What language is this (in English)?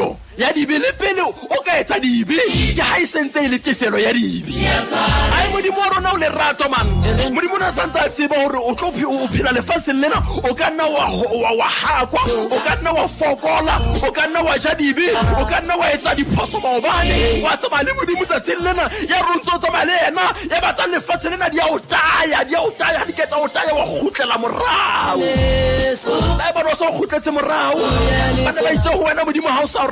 Southern Sotho